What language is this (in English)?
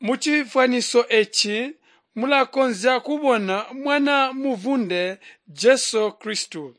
Tonga (Zambia)